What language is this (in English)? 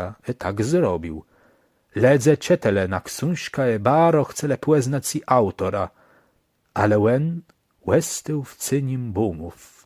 Kashubian